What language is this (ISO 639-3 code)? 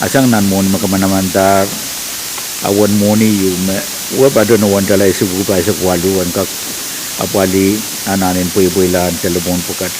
pon